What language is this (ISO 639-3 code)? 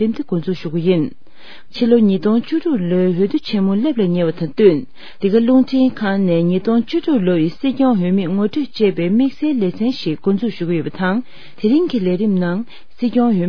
bod